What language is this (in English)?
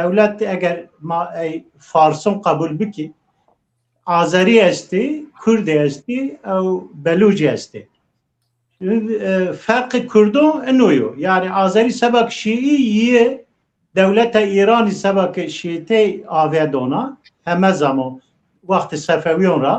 Zaza